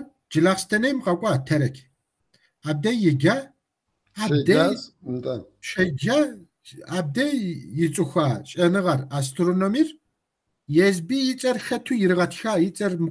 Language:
Kabardian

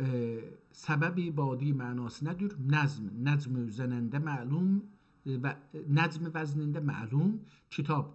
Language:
South Azerbaijani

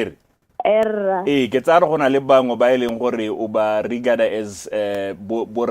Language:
Tswana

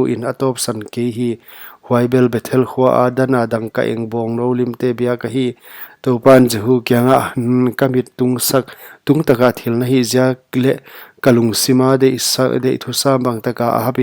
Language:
Paite Chin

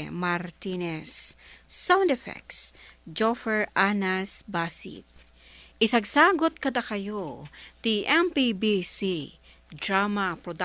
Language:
Iloko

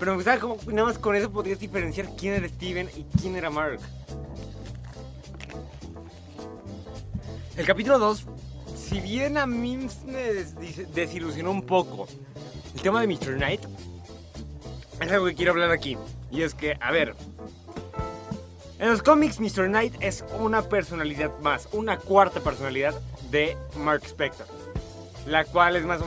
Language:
Spanish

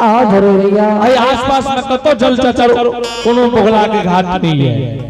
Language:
Angika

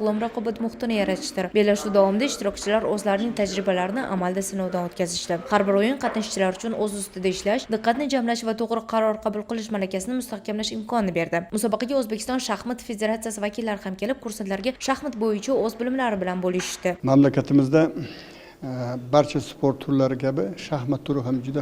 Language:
Uzbek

